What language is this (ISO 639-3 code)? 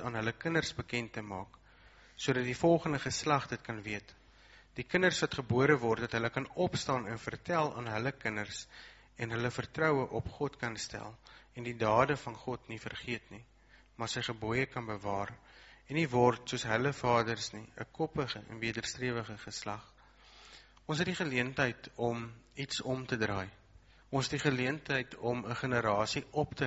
afr